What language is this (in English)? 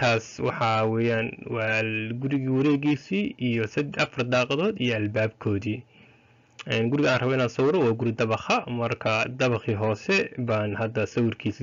Somali